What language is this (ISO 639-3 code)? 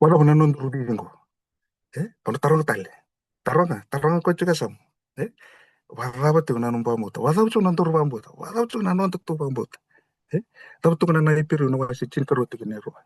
fij